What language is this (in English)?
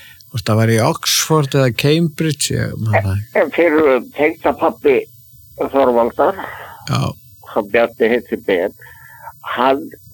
Icelandic